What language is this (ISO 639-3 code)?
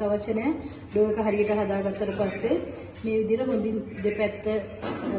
sin